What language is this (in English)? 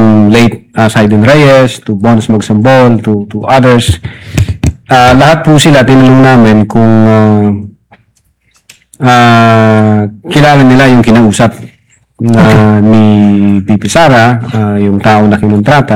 Filipino